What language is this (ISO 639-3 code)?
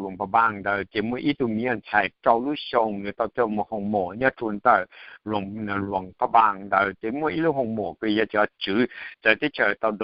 hmn